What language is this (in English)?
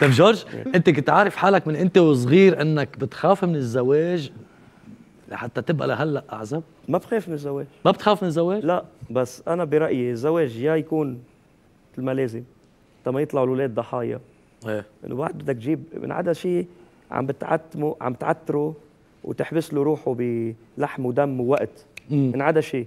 North Levantine Arabic